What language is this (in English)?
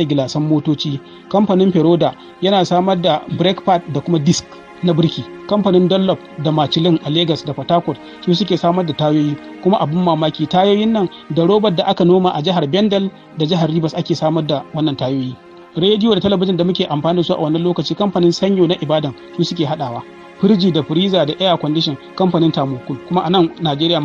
Hausa